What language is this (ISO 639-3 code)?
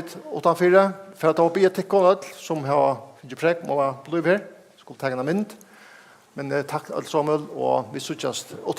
fao